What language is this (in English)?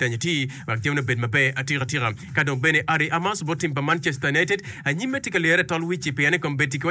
Acoli